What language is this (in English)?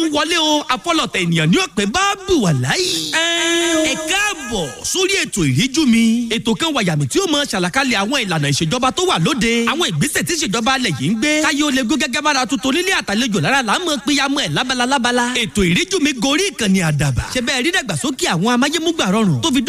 Yoruba